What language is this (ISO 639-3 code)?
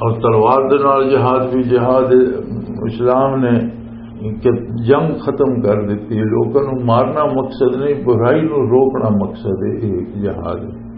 lah